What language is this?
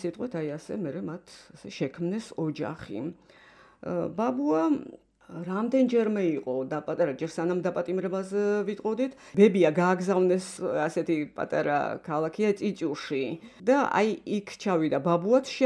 Georgian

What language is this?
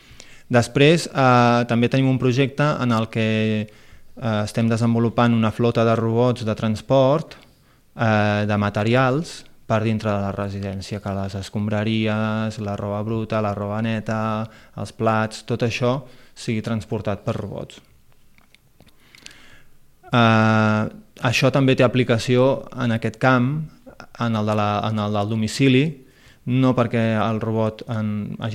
Catalan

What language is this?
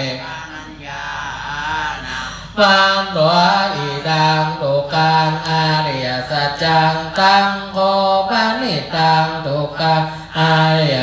Pali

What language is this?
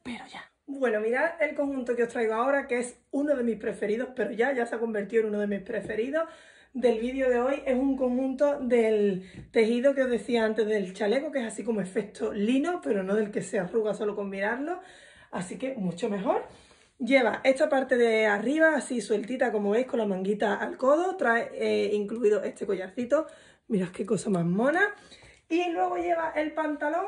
Spanish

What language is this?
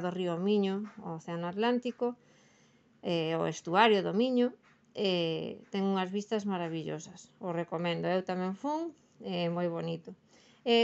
Galician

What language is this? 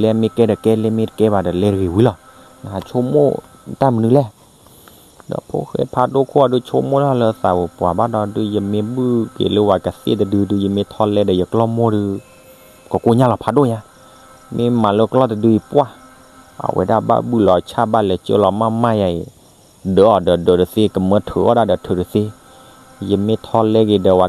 S'gaw Karen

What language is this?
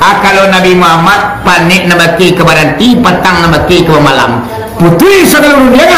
Minangkabau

